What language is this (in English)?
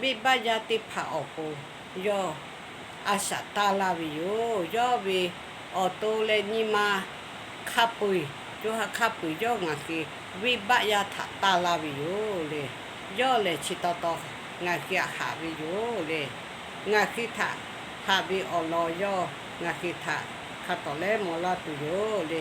Lahu